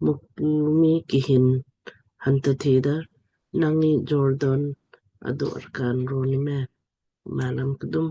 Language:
Lamkang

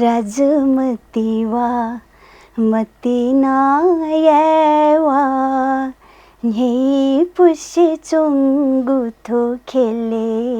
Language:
Newari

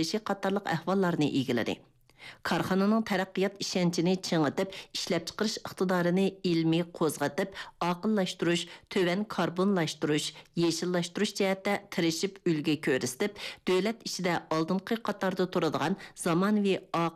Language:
Uyghur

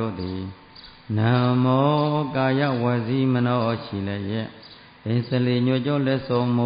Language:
Burmese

